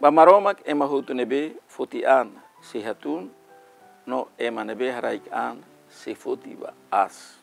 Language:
Tetum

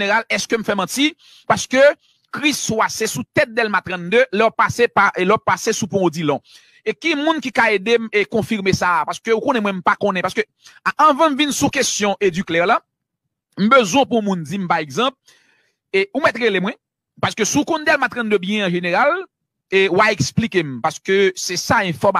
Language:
Haitian Creole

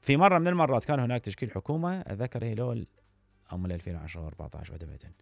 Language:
Mesopotamian Arabic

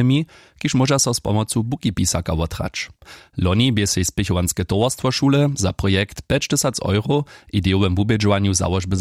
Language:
Upper Sorbian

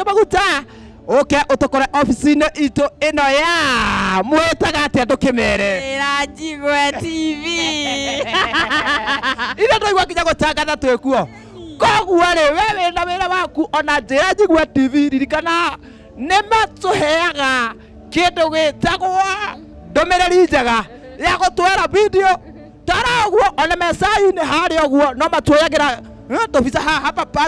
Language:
Kikuyu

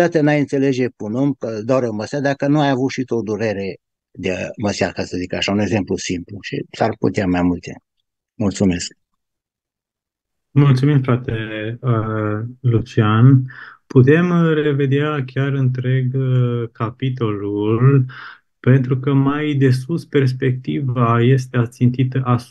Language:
Romanian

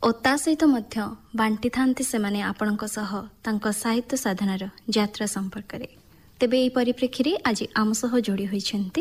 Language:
Odia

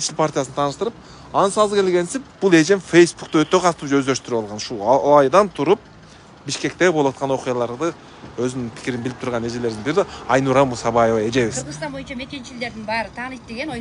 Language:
Kyrgyz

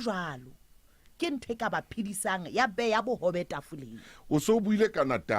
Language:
Southern Sotho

